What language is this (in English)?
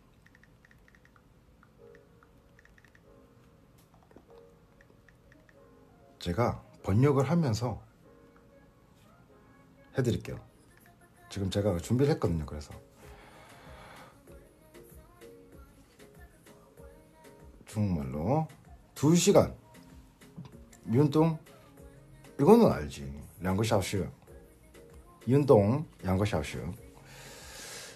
Korean